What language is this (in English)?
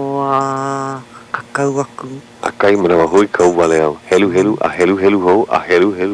Hawaiian